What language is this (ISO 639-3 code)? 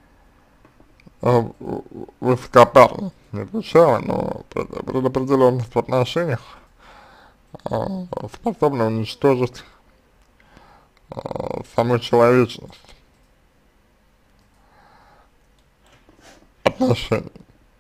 rus